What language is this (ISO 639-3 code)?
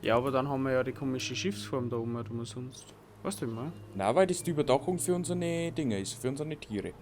bar